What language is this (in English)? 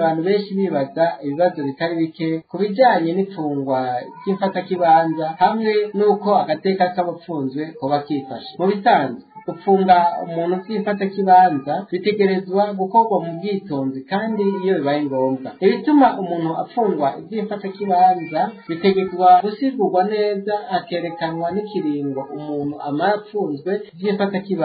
Rundi